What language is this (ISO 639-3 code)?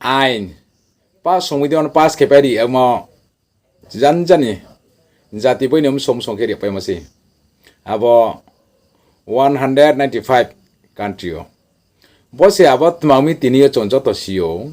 ria